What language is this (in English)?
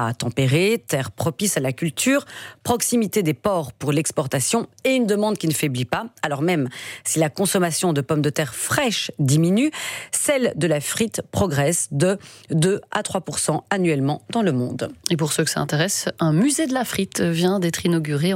French